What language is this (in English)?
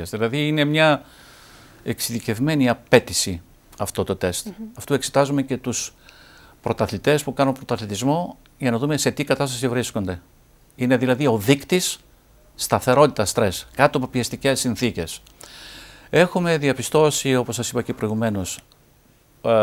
Greek